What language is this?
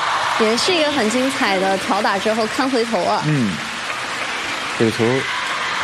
Chinese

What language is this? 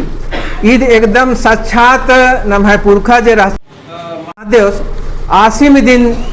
Kurukh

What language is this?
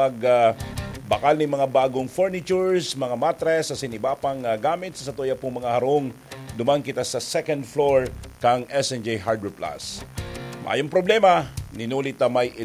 Bikol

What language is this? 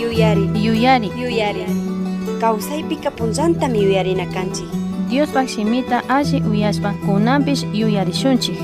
Chimborazo Highland Quichua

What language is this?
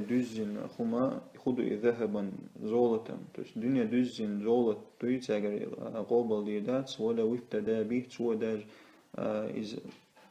Chechen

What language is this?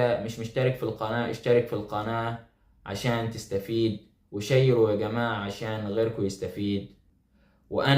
Egyptian Arabic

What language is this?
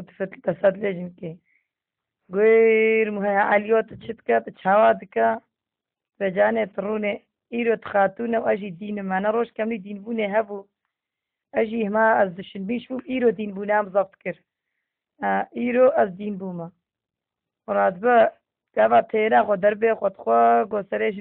Kurdish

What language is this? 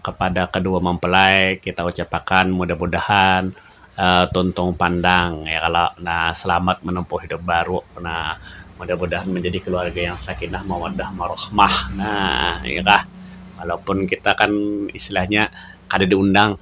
Banjar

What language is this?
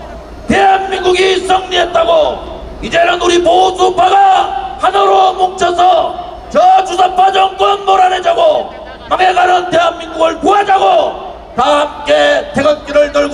Korean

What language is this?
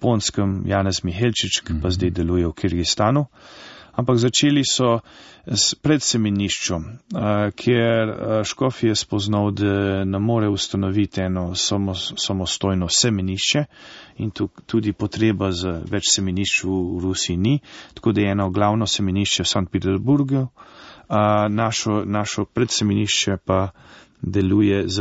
Slovenian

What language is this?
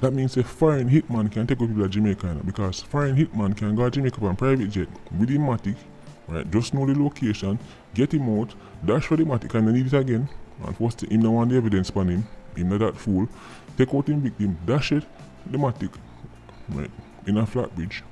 Jamaican Creole English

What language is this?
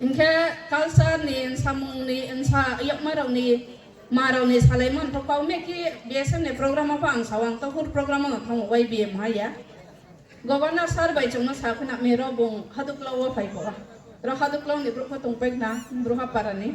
Riang (India)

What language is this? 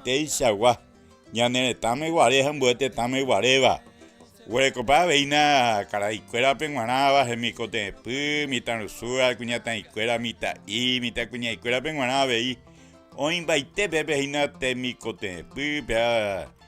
Guarani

